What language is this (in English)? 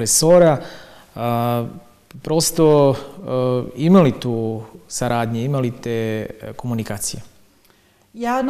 Serbian